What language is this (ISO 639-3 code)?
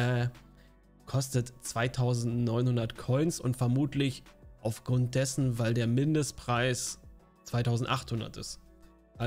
deu